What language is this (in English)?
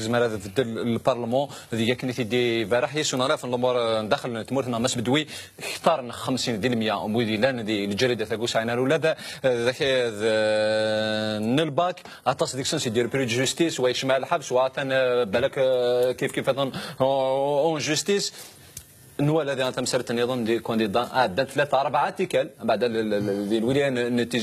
Kabyle